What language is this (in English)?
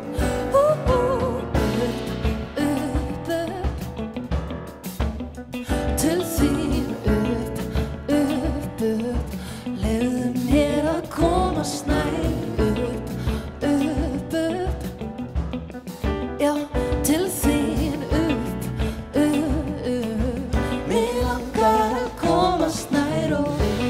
Icelandic